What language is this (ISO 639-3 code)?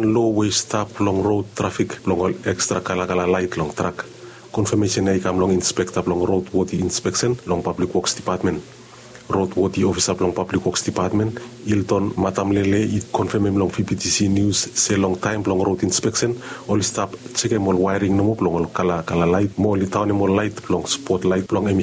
bis